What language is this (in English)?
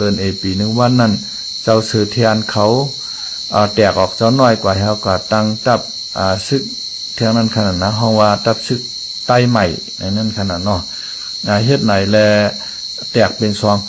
Shan